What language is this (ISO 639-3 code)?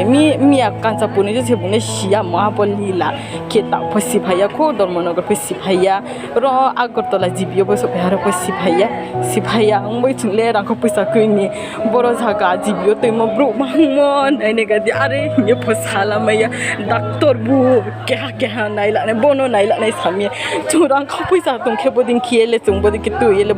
ria